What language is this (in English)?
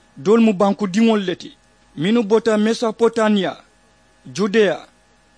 Mandingo